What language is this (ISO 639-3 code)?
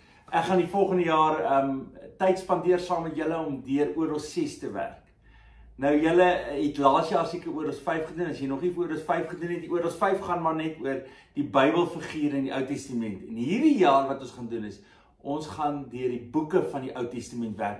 afr